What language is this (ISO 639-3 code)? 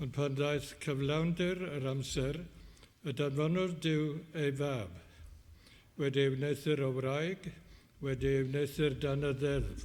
cym